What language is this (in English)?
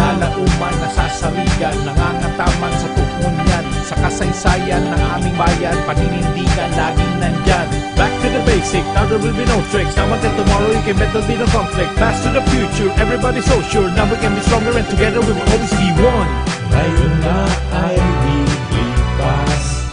Bikol